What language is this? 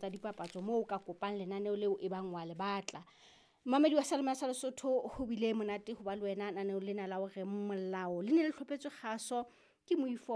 Southern Sotho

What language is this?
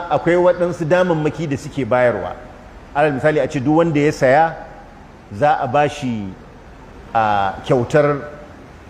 Hausa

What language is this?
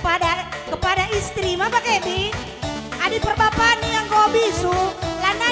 Batak Karo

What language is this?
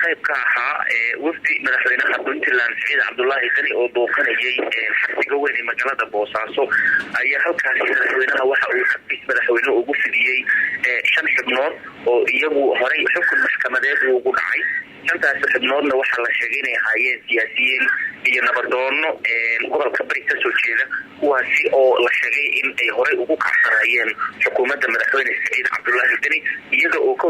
Somali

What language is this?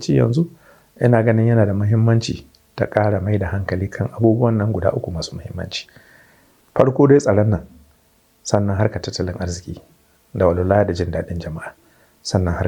Hausa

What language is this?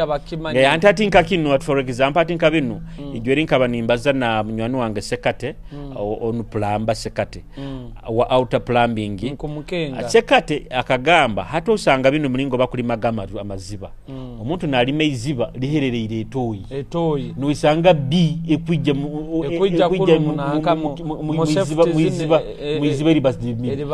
Nyoro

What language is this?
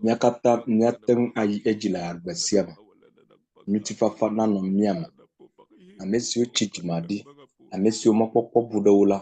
Ewe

